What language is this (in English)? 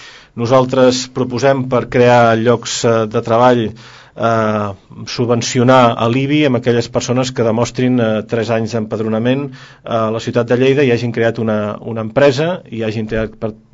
Catalan